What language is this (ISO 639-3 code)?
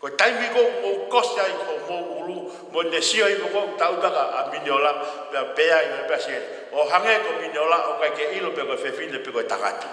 ton